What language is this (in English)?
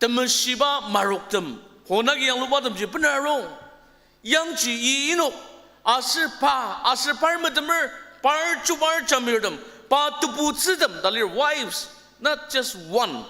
Ao Naga